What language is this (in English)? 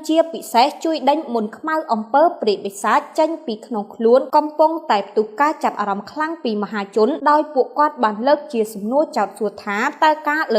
Khmer